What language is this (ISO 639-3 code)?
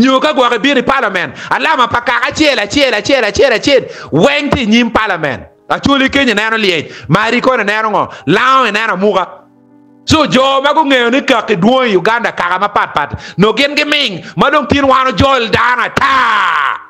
ach